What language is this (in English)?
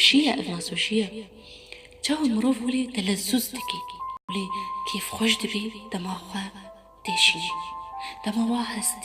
Kurdish